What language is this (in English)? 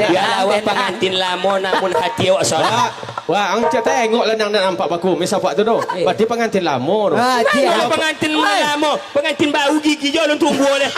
Minangkabau